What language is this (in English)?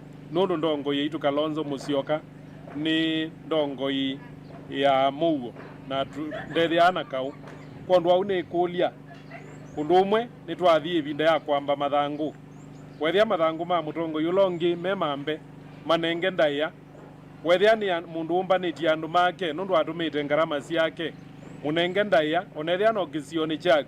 Kamba